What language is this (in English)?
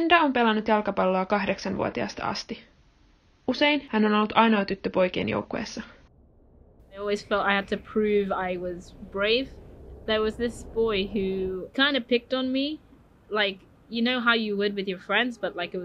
Finnish